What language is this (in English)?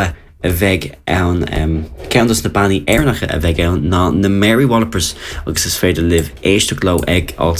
Irish